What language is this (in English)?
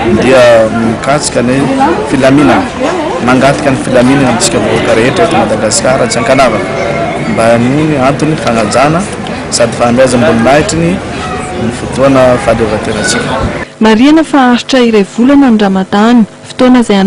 Malagasy